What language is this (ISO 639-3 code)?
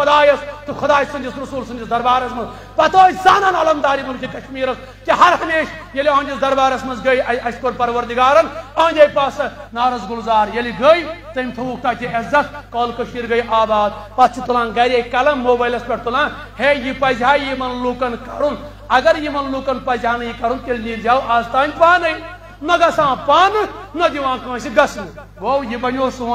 kas